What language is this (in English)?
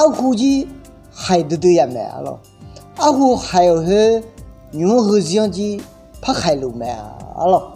Akha